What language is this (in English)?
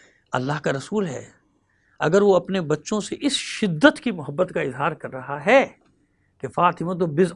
Urdu